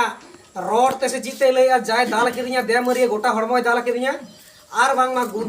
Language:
Santali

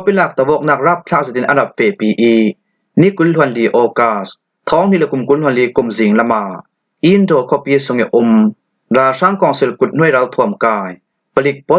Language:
Falam Chin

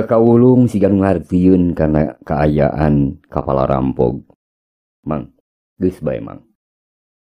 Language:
Sundanese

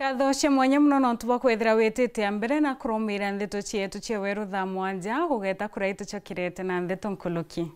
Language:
Meru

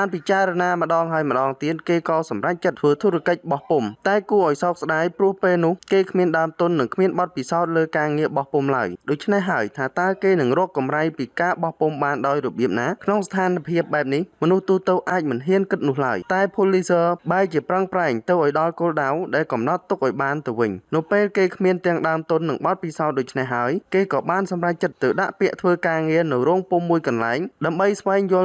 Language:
Khmer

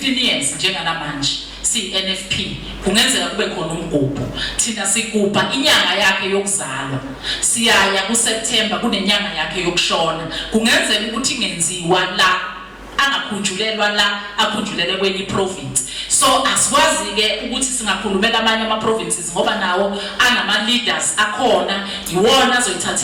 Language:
Zulu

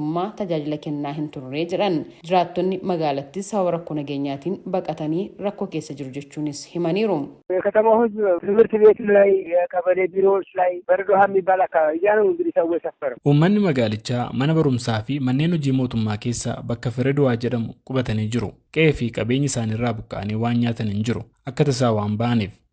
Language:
Oromo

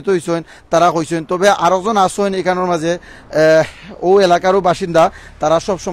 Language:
Sylheti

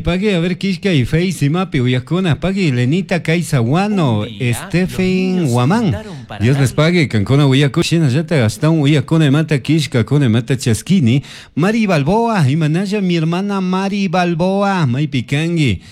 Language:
Chimborazo Highland Quichua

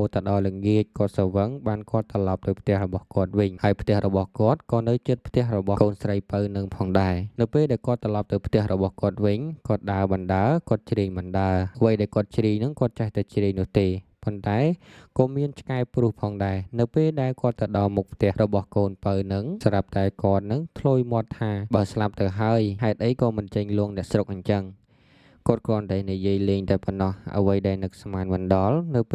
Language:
Khmer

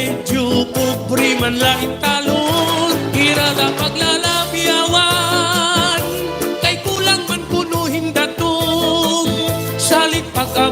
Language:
Waray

